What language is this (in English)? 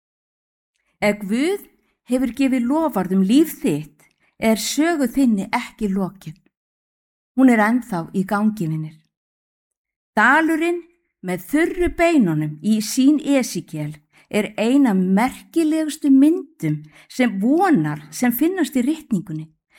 Icelandic